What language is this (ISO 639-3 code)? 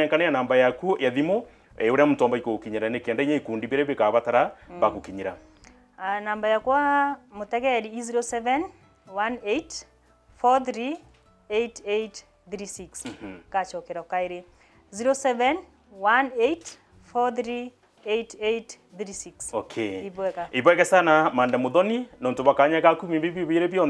mer